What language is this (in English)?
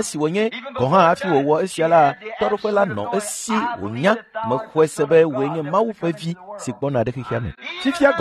Ewe